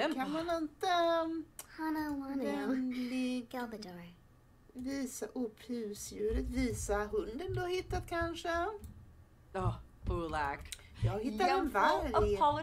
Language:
Swedish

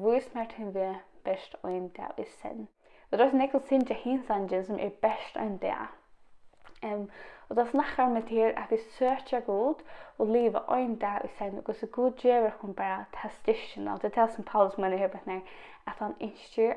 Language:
Faroese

